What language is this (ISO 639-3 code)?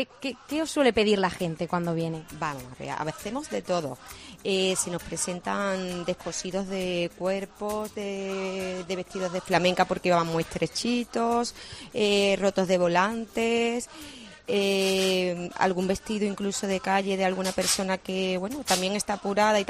spa